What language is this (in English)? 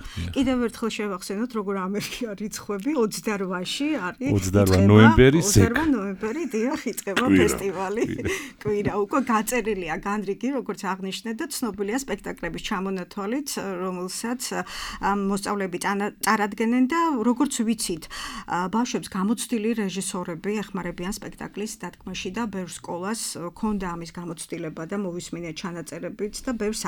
Georgian